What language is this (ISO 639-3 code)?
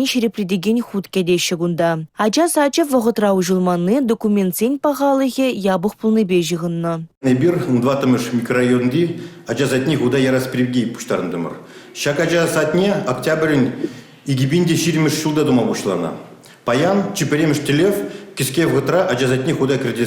chv